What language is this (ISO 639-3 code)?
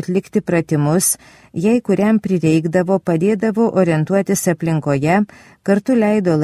lit